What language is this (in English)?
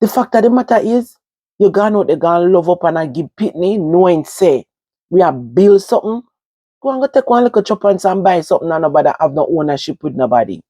Jamaican Creole English